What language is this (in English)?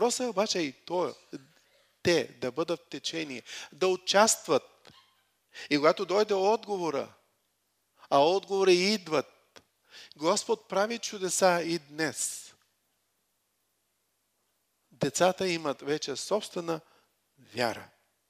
Bulgarian